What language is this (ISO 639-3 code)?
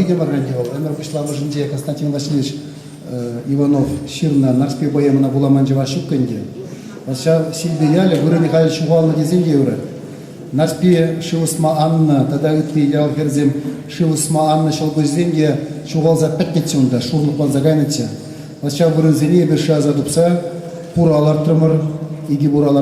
chv